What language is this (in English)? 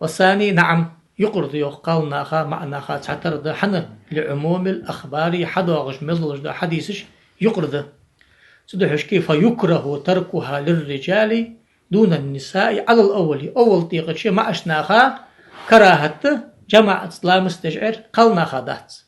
Ingush